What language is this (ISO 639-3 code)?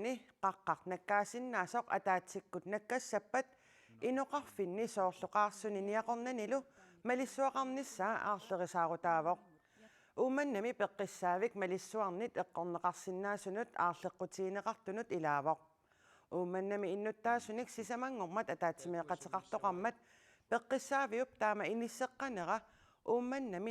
kal